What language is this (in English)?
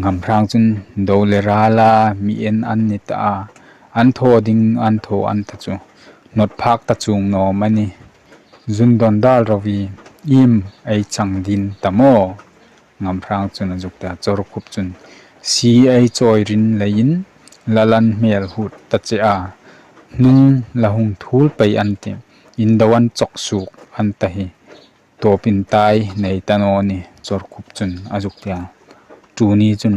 Hmar